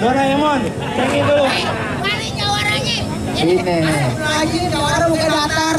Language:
Betawi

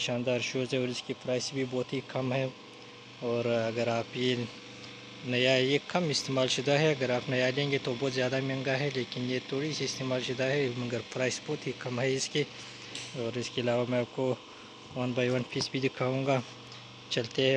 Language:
Urdu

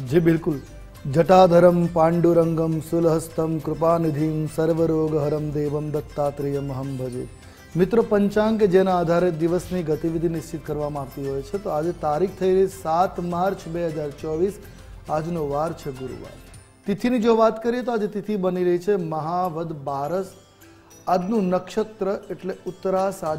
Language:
Gujarati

